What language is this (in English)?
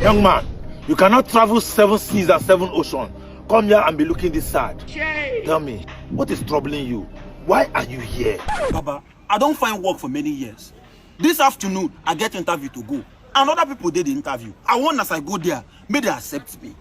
Nigerian Pidgin